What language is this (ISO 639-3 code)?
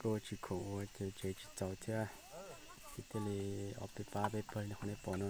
hmn